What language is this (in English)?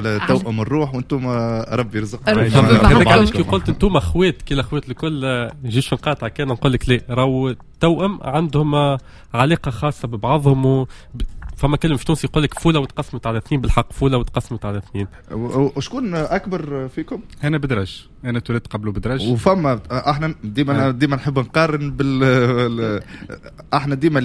Tunisian Arabic